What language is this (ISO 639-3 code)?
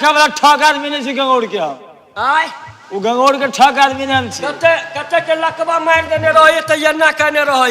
mai